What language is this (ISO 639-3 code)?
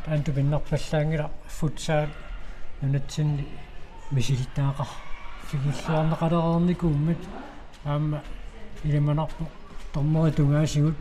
kal